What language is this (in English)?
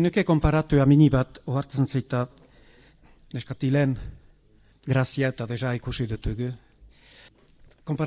Basque